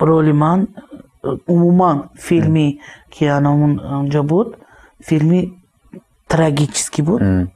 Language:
Tajik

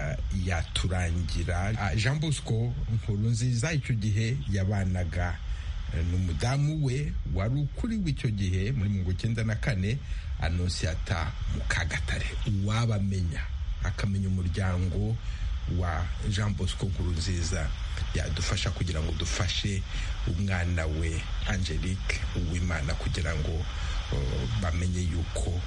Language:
Kinyarwanda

